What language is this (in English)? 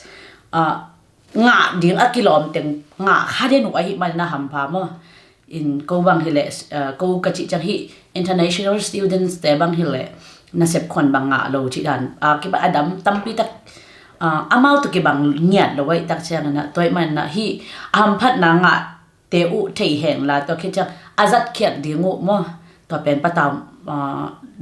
Tedim Chin